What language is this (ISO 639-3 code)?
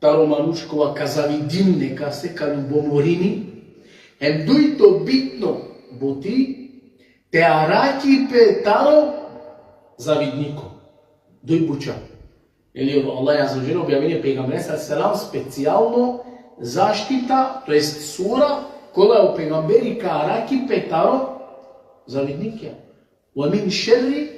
rmn